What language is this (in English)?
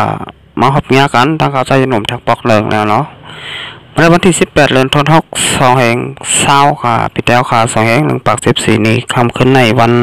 Shan